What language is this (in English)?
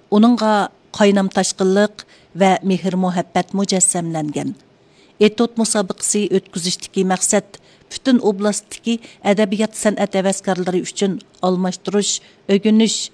Uyghur